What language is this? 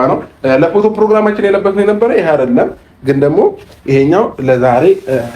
Amharic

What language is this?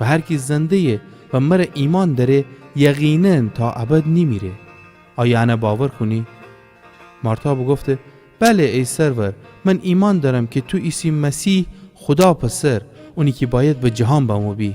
Gilaki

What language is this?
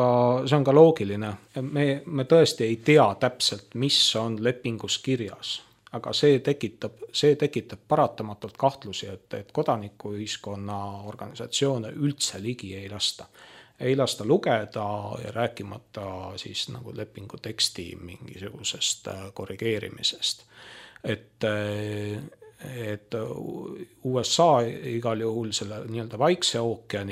Estonian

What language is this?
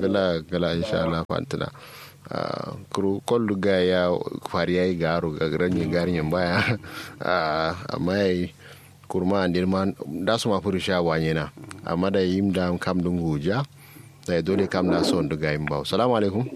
Kanuri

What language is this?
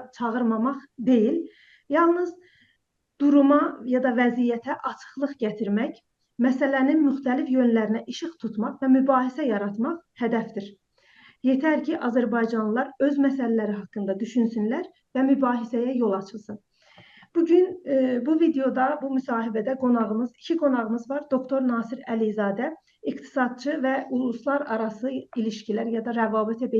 South Azerbaijani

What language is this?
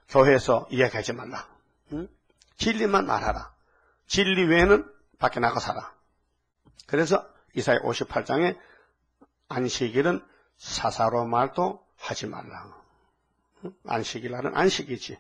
Korean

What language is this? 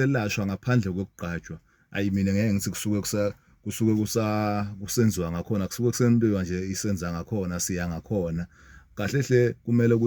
Zulu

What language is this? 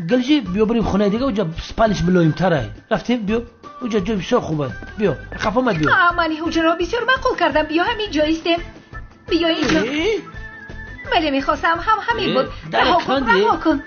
Tajik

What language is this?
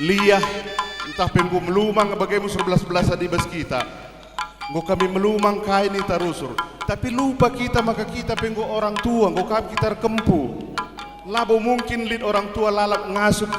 Batak Karo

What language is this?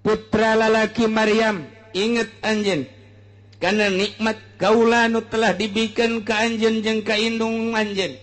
Sundanese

